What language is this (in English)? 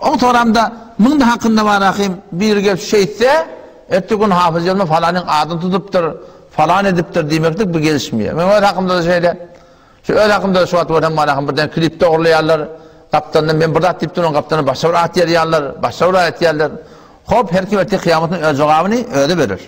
Turkmen